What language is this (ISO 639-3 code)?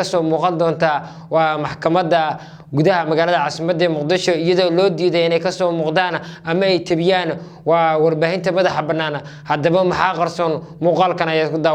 som